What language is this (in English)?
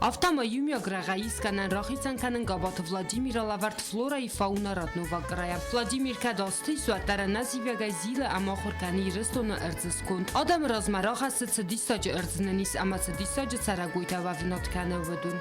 Ossetic